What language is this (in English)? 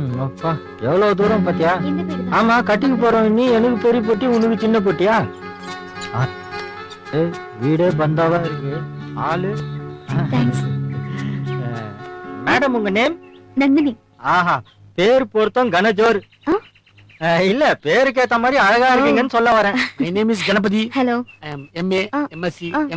Tamil